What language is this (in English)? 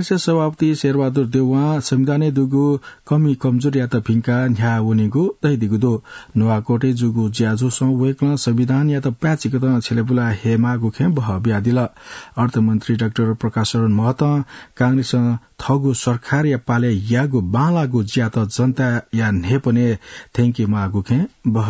Newari